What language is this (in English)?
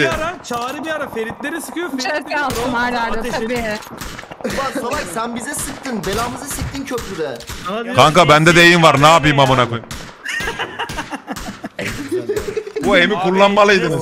Turkish